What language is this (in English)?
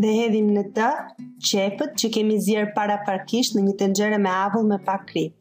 Albanian